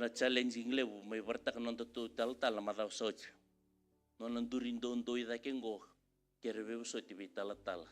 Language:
Fijian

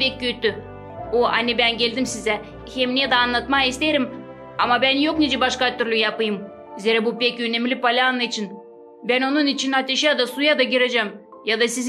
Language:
Gagauz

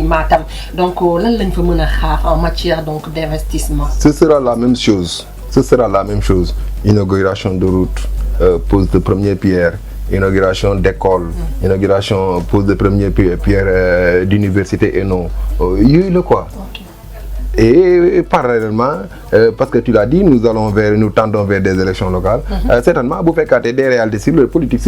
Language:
Wolof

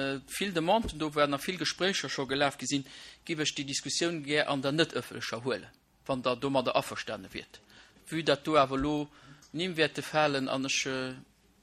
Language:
Luxembourgish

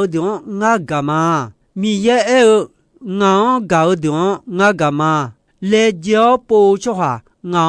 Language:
Akha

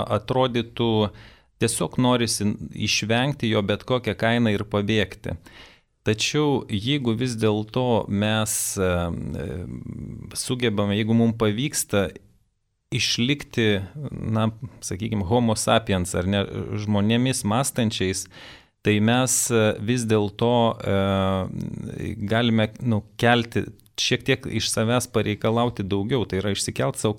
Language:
Lithuanian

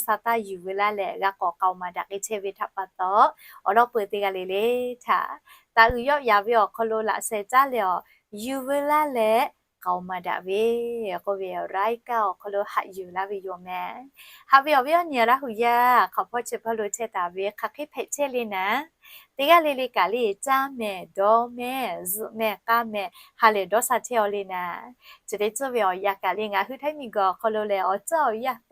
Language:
Lahu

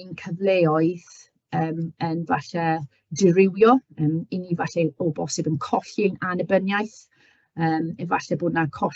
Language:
Welsh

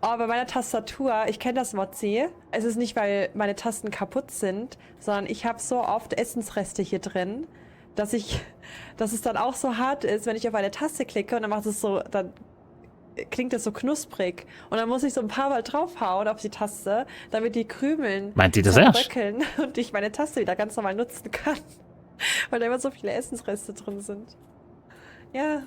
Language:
Swiss German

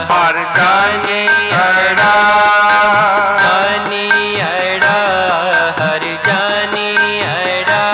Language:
Hindi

